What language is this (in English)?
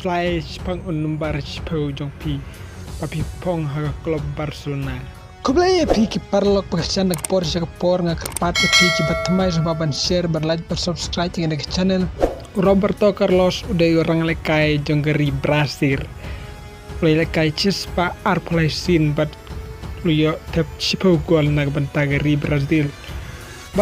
Khasi